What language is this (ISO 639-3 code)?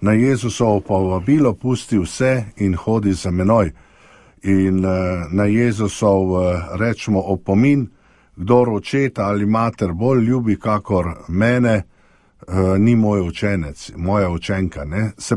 slv